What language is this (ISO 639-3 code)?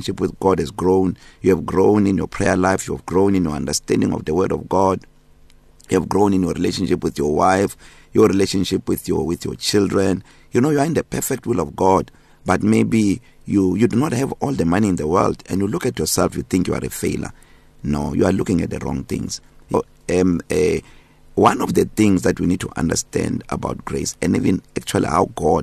eng